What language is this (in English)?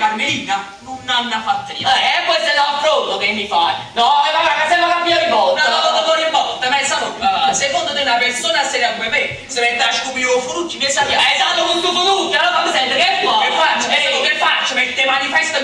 Neapolitan